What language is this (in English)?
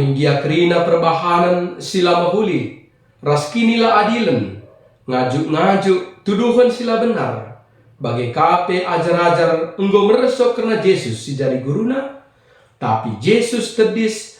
Batak Karo